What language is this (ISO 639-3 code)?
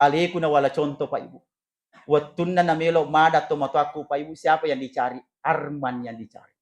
bug